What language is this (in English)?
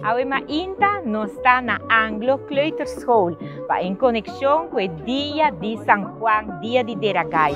Papiamento